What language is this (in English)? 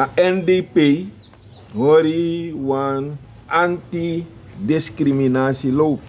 Sranan Tongo